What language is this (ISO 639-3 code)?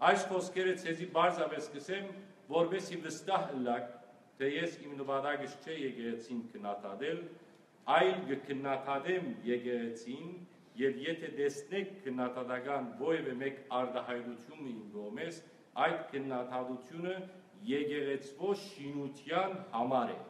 hyw